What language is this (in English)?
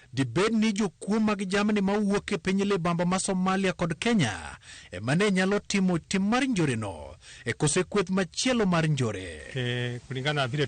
Luo (Kenya and Tanzania)